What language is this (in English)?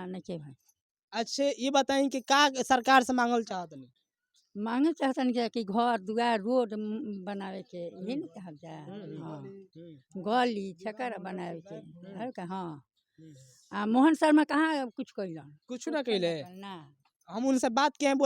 Bhojpuri